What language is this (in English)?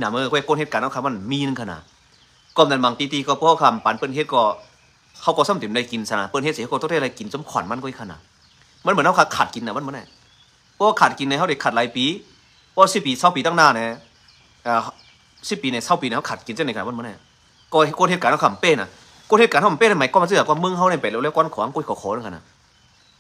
Shan